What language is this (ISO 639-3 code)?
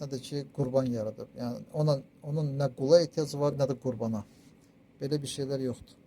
aze